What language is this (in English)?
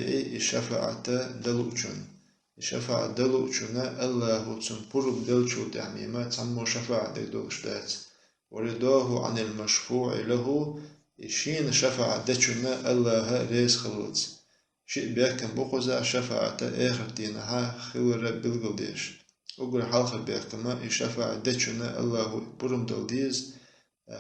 Chechen